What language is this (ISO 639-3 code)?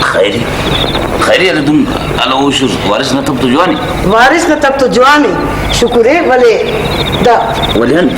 brh